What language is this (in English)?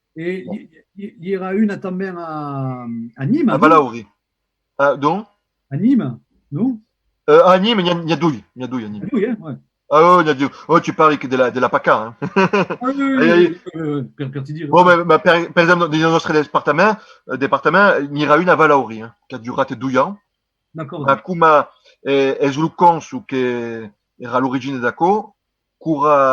Occitan